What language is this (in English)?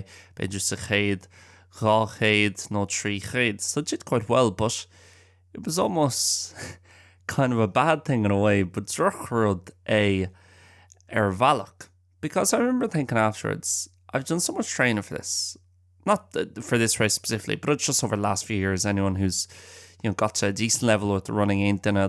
Irish